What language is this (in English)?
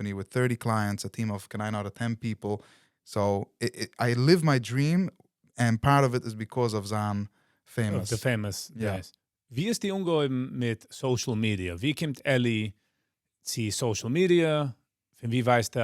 Yiddish